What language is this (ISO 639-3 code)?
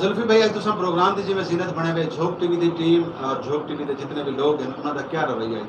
skr